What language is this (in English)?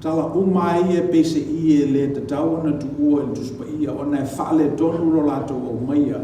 Samoan